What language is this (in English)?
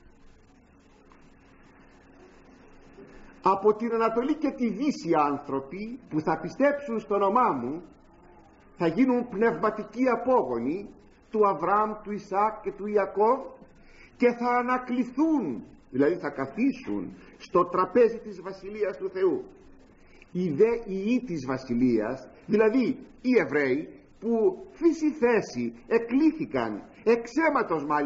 Greek